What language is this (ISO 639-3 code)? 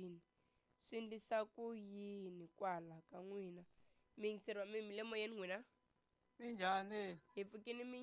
tso